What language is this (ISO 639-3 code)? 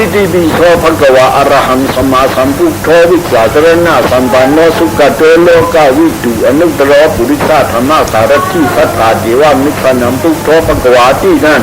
shn